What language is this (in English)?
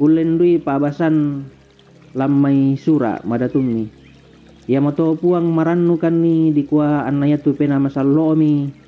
Toraja-Sa'dan